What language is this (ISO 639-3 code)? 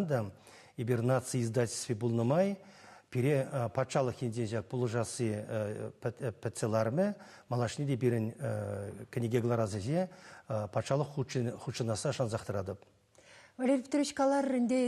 chv